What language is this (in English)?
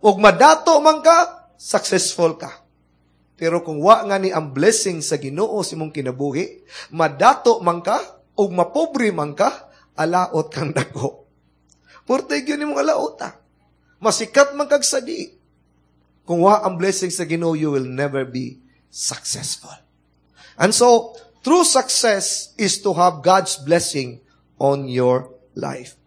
Cebuano